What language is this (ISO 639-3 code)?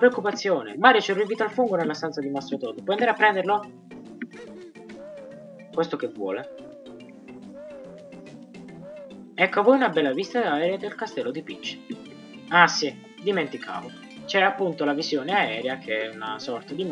ita